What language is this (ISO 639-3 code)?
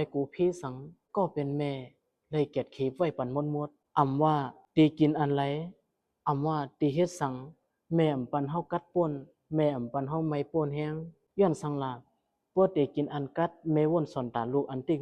shn